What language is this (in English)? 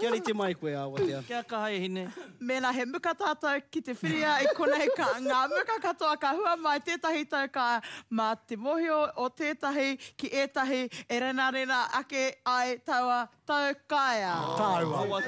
Māori